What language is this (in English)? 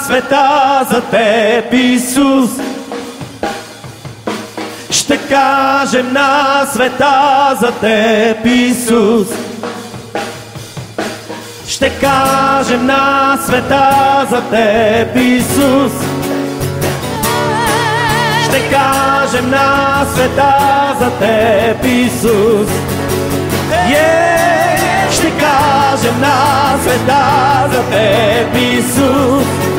Bulgarian